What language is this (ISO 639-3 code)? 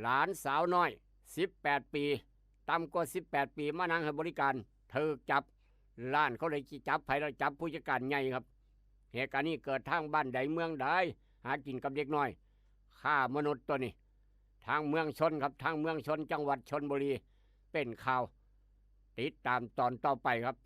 tts